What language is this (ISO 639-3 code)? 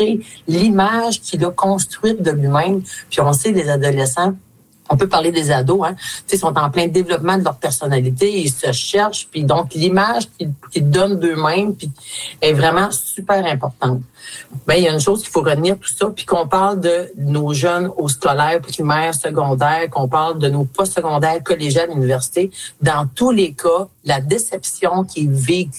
fra